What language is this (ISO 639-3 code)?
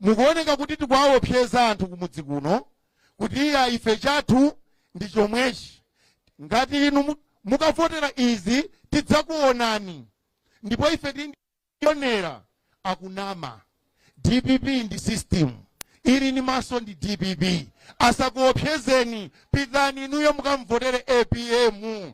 nya